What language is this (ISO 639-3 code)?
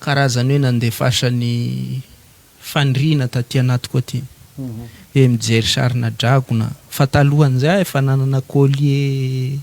mlg